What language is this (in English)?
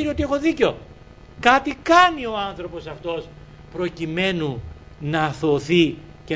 Greek